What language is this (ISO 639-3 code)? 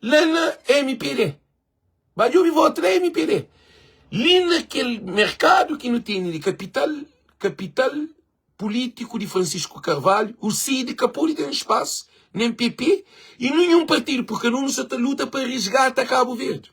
kea